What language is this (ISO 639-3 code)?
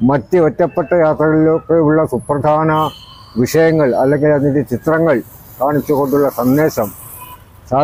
mal